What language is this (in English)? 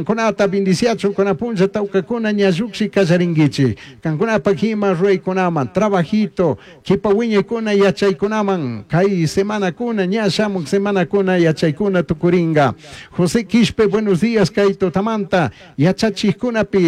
Chimborazo Highland Quichua